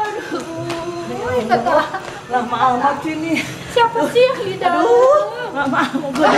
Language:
Betawi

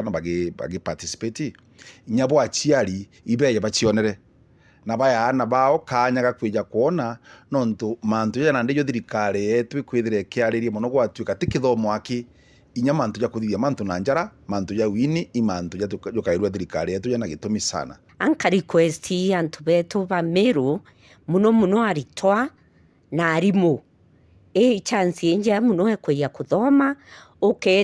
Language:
Meru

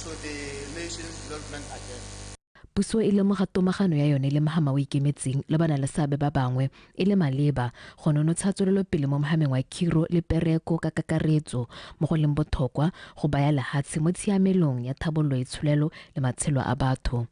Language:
Tswana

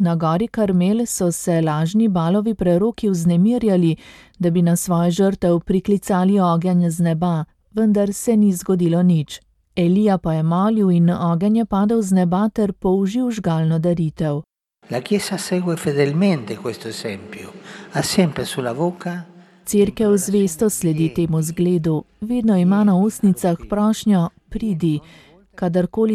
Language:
Slovenian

